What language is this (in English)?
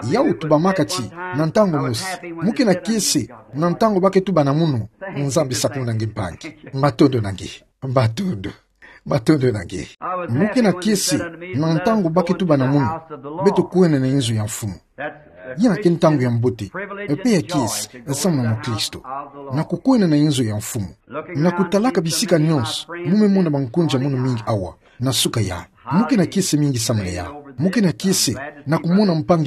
Kituba (Democratic Republic of Congo)